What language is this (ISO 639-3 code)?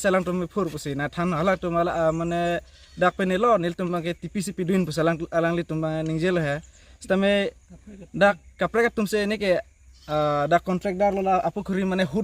mjw